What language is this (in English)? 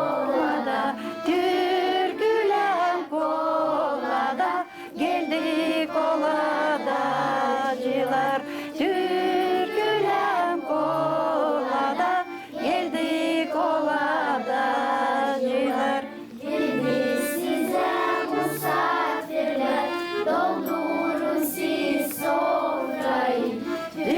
Gagauz